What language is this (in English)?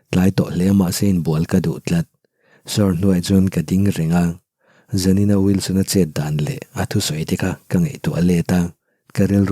Mizo